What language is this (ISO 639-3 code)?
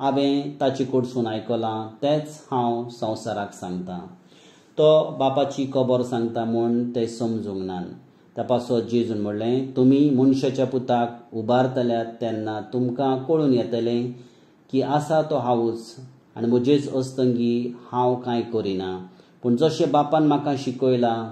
kok